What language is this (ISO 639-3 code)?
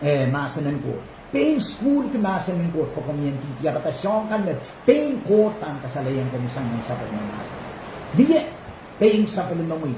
pon